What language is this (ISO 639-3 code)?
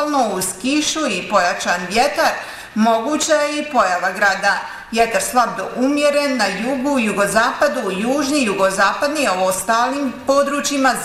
bos